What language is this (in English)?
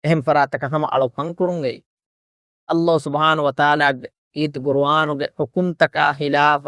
Divehi